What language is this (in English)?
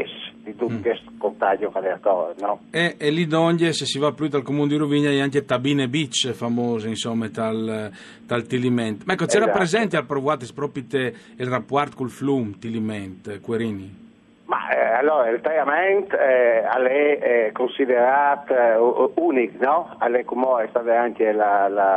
Friulian